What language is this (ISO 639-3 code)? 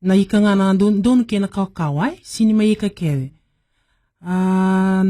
fij